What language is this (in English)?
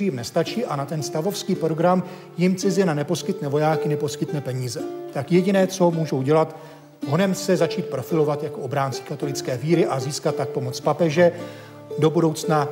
Czech